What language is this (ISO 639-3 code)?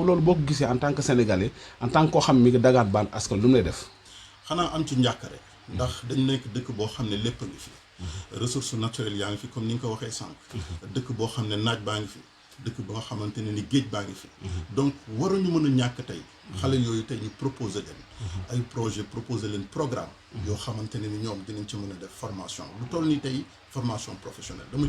wol